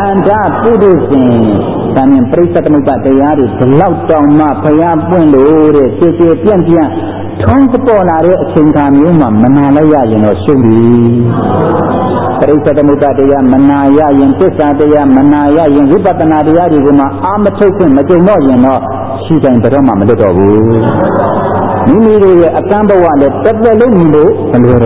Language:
Burmese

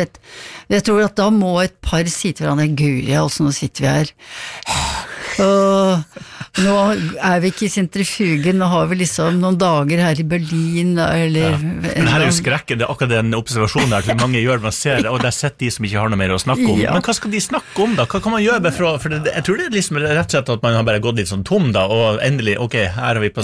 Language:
Norwegian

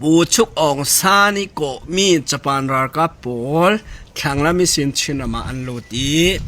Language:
Falam Chin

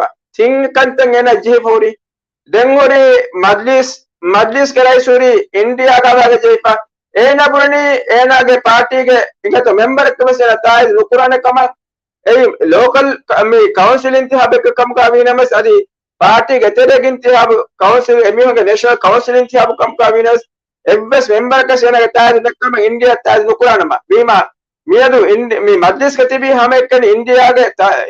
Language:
Divehi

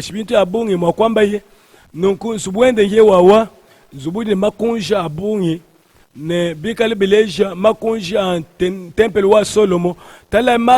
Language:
Luba-Lulua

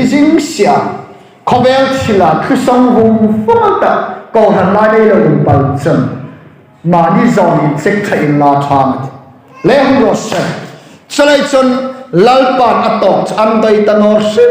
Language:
Hmar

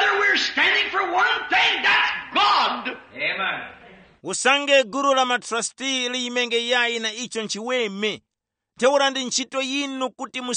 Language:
Tumbuka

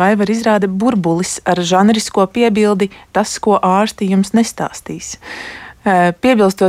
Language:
Latvian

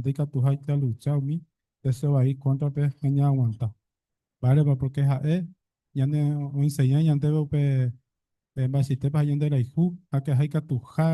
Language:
Guarani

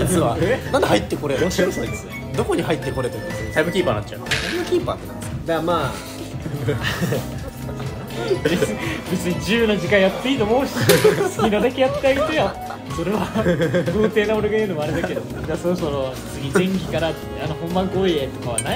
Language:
Japanese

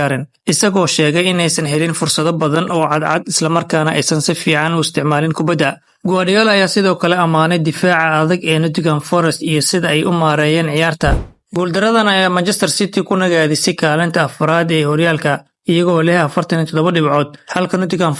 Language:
Somali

